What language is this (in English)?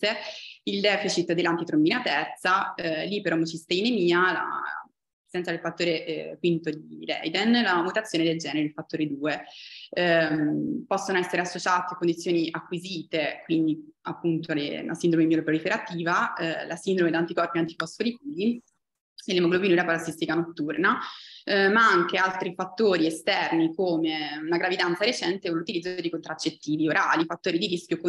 Italian